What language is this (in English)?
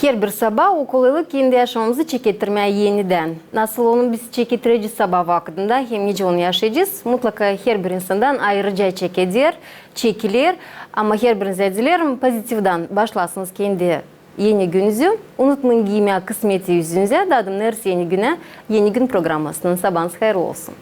Gagauz